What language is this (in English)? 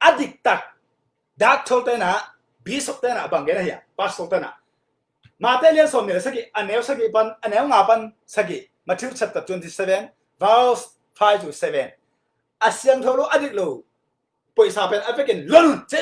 Tedim Chin